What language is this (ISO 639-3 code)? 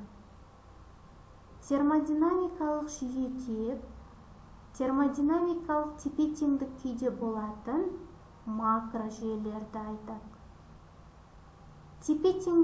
kaz